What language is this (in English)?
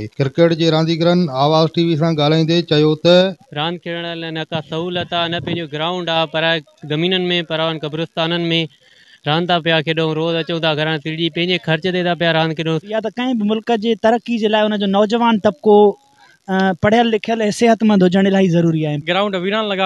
Sindhi